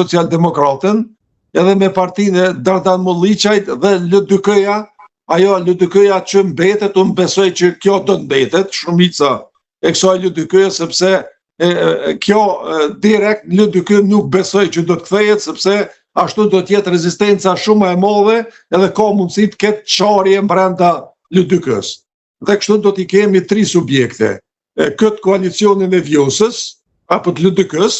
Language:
Albanian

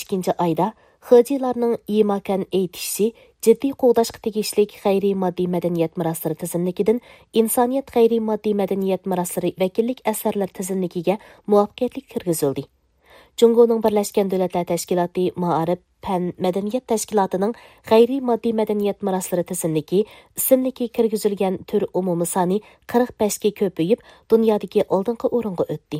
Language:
Uyghur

